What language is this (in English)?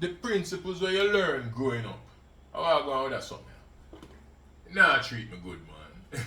Jamaican Creole English